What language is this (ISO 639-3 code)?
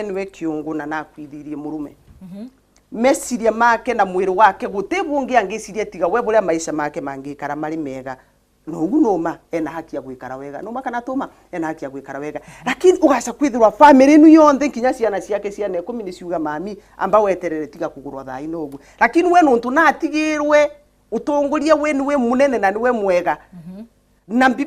mer